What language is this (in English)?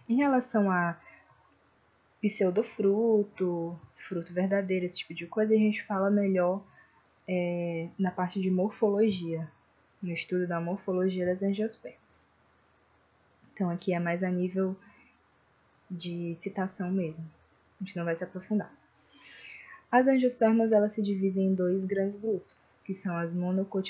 Portuguese